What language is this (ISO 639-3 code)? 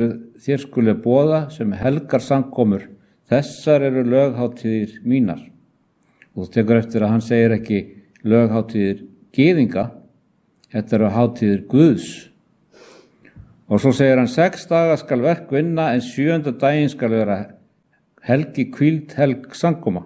isl